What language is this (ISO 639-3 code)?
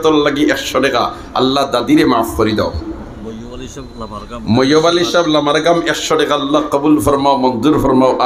syl